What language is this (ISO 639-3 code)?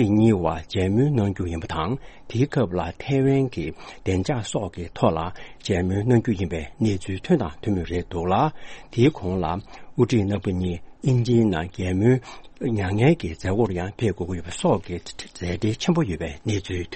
bod